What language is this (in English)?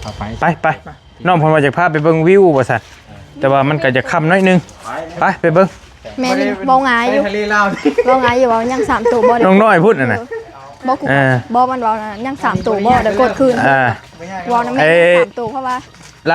Northeastern Thai